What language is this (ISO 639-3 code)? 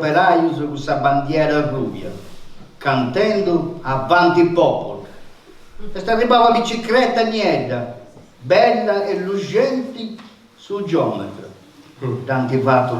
srd